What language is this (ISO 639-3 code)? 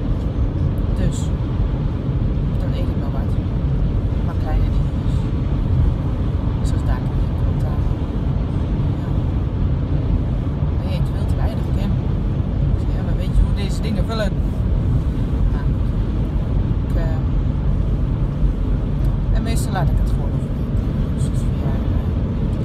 nld